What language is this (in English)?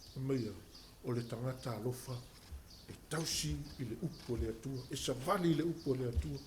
Samoan